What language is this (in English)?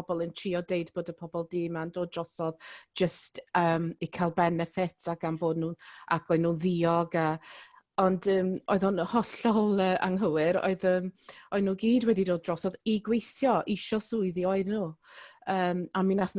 Welsh